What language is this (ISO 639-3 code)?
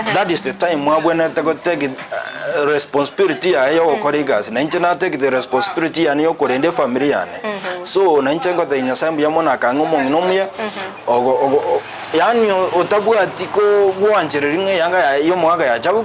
guz